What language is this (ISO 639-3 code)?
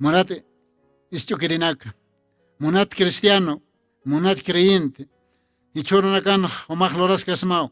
aym